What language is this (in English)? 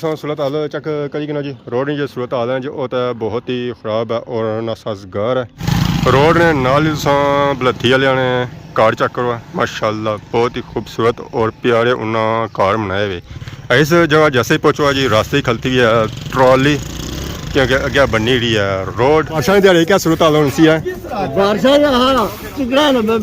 Pahari-Potwari